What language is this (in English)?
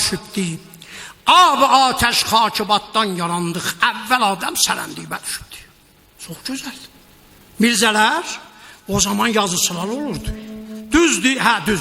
South Azerbaijani